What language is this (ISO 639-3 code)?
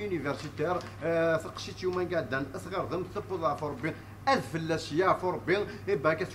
kab